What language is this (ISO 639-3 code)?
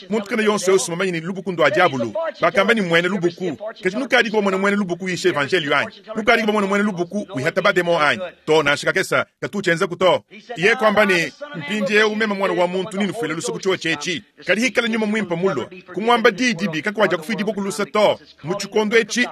lua